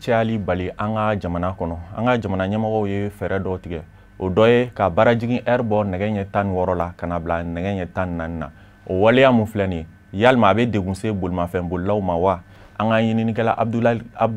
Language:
Bambara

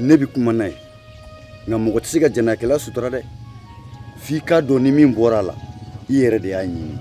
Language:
Bambara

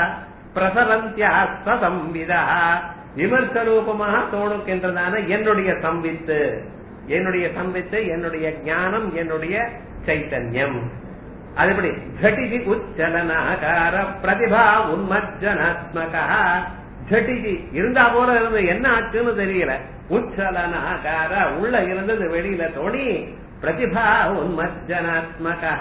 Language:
Tamil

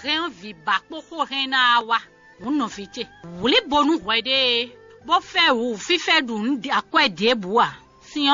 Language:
Fon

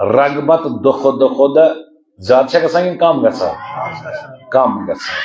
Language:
Kashmiri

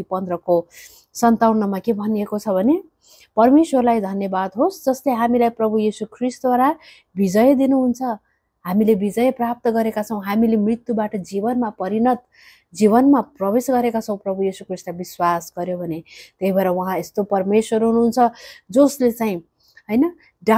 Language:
Nepali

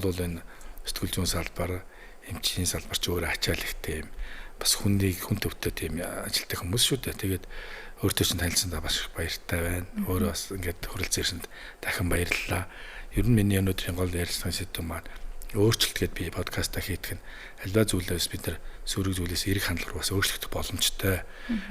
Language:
Mongolian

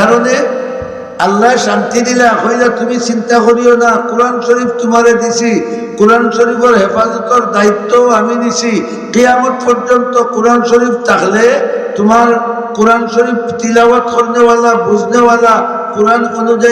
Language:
Sylheti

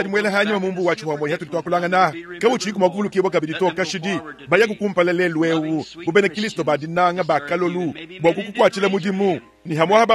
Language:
Luba-Lulua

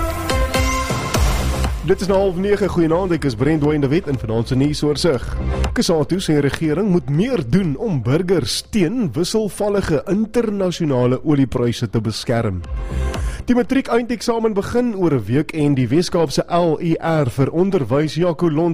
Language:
Afrikaans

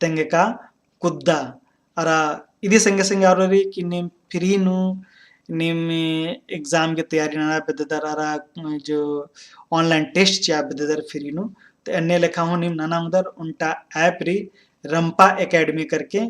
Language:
Kurukh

